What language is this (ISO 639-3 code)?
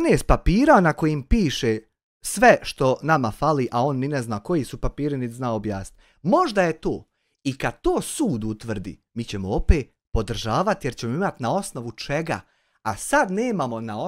bos